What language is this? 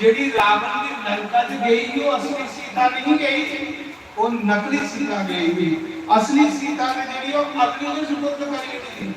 Dogri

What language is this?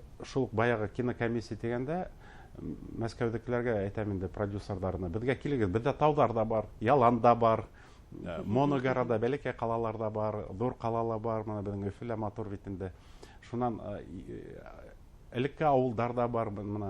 Bashkir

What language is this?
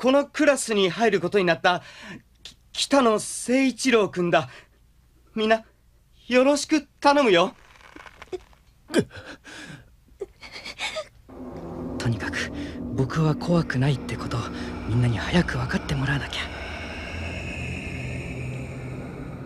Japanese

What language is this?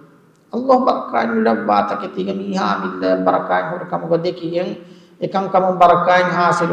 Divehi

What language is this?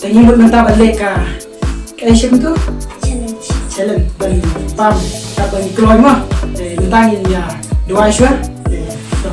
Khasi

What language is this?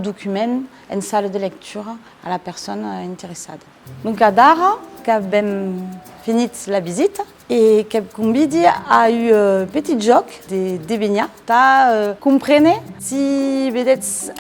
Occitan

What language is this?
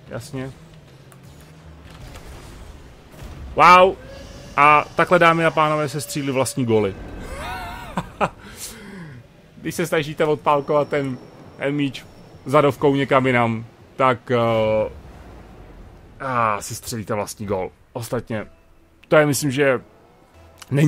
Czech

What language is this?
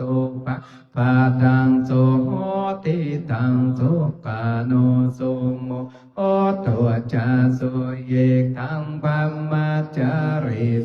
Pali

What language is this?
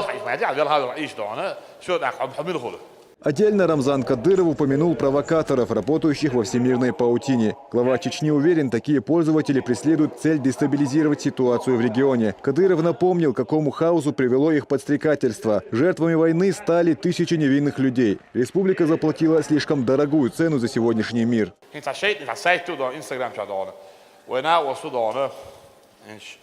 Chechen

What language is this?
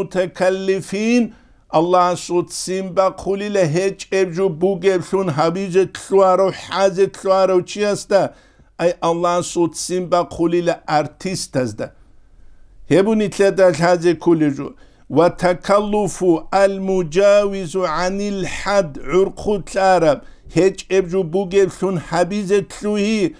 Avaric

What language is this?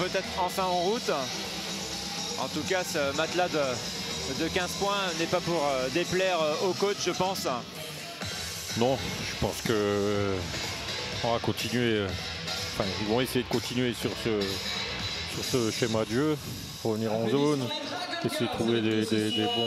French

